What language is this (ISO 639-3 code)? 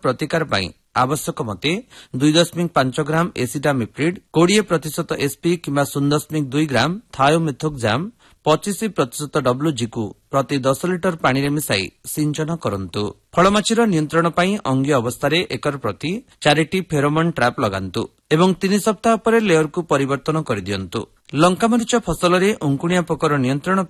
ori